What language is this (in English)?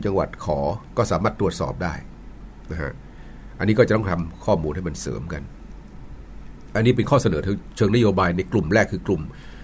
Thai